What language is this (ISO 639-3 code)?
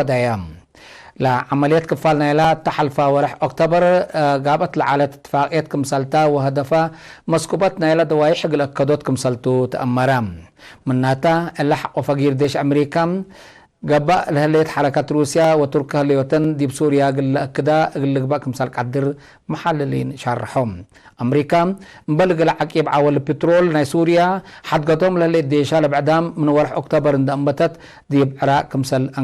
tig